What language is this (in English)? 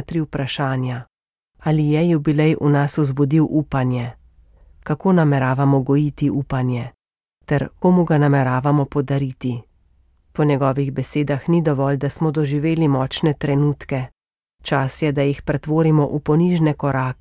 Slovenian